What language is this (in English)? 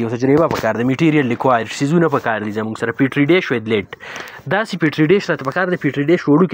Pashto